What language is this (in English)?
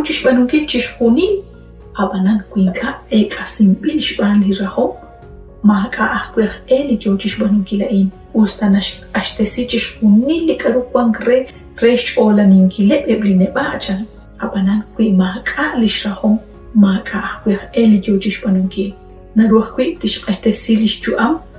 Kekchí